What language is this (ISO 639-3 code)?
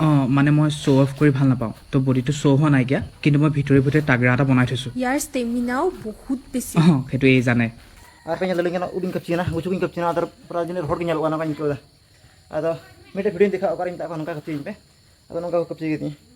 sat